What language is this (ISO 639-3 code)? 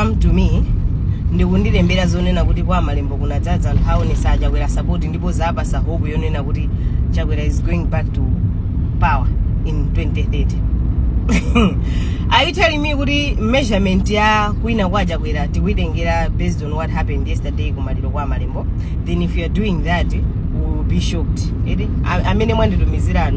nya